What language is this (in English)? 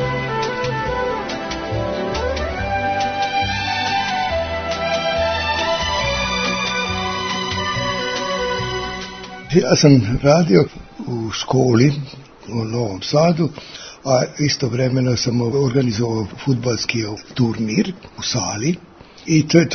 Serbian